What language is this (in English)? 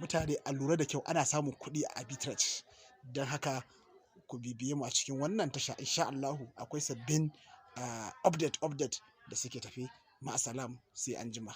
Hausa